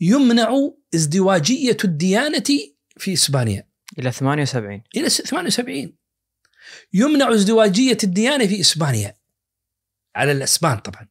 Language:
Najdi Arabic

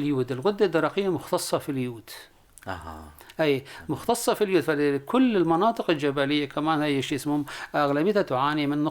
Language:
North Levantine Arabic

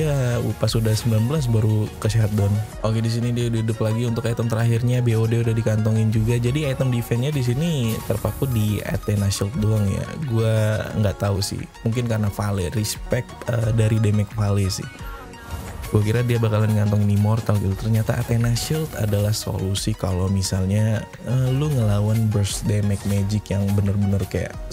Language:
Indonesian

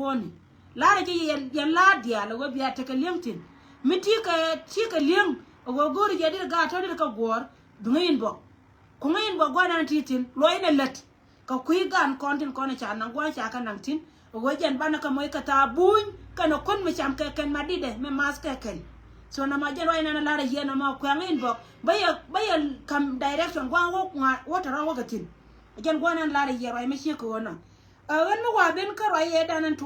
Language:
Nuer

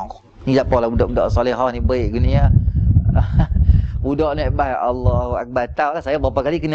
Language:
Malay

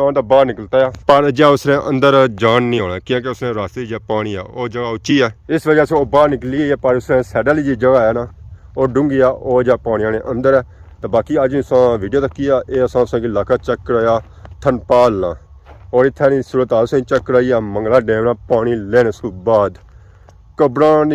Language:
Pahari-Potwari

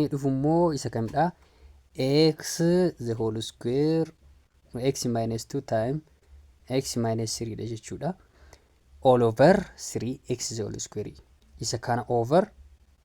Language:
Oromo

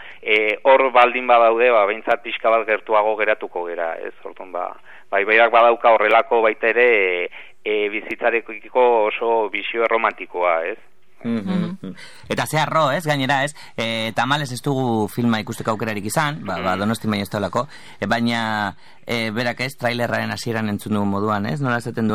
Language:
Basque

